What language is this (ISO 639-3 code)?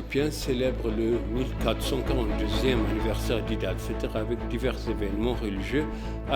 fra